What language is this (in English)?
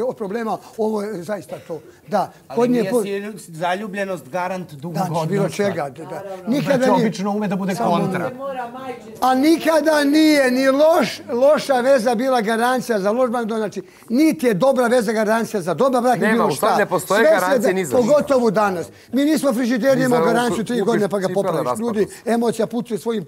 Serbian